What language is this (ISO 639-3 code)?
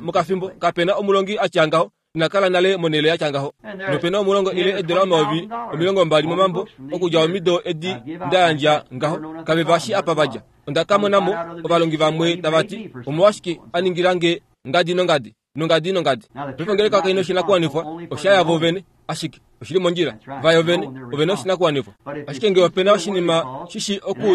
kua